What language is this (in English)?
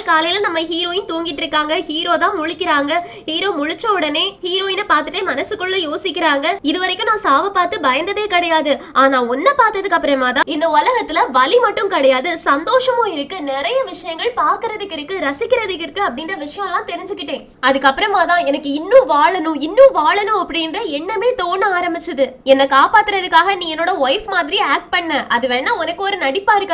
Tamil